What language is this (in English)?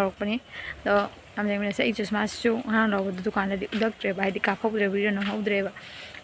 Manipuri